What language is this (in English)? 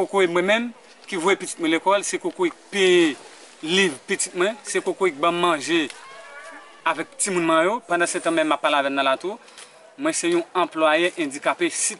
Haitian Creole